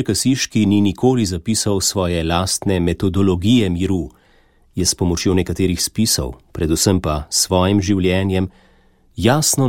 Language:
Slovenian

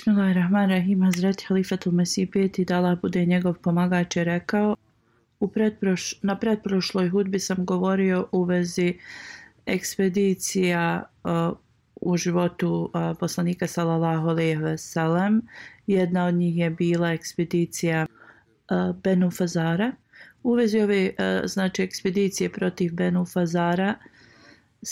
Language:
Bosnian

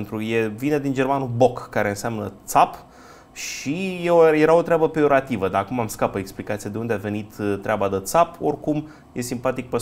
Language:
Romanian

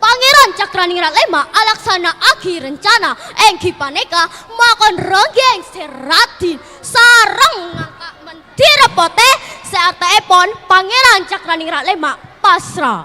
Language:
Madurese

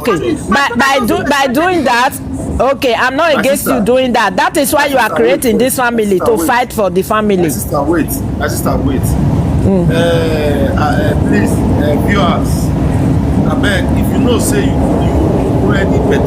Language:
Nigerian Pidgin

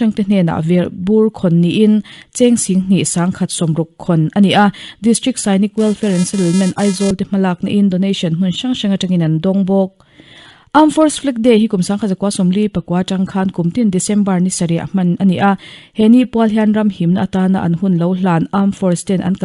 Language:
Mizo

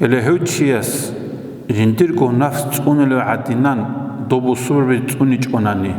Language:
Avaric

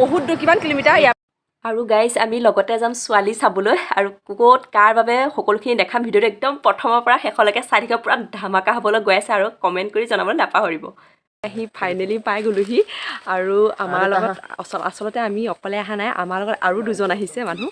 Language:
Assamese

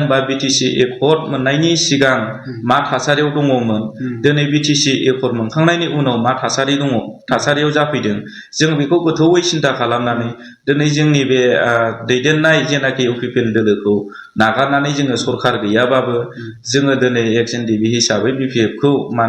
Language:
Bodo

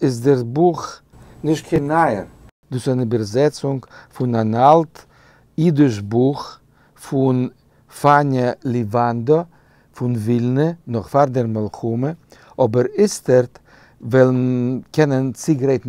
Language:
Yiddish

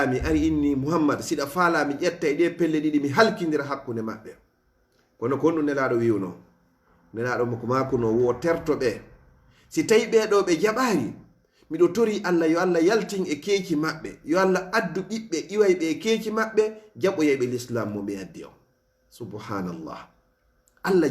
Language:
Fula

